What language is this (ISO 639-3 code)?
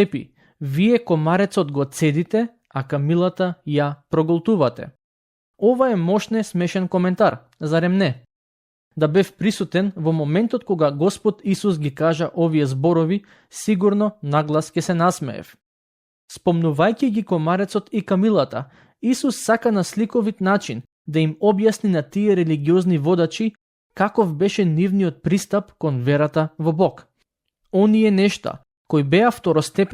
mkd